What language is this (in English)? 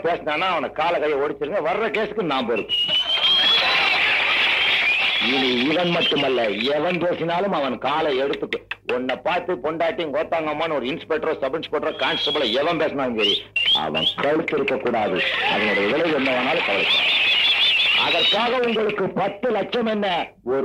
Tamil